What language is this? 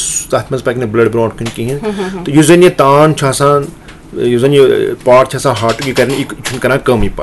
Kashmiri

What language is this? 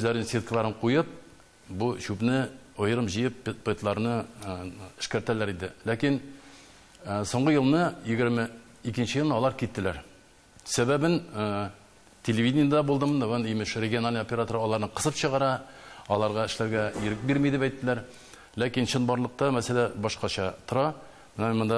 Tatar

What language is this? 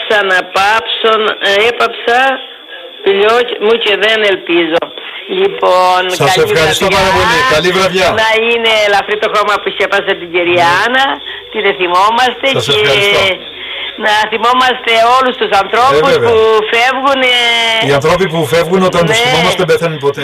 Greek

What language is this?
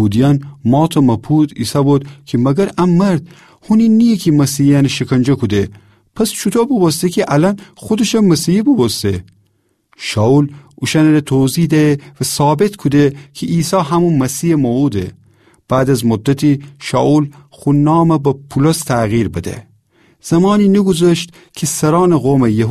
Gilaki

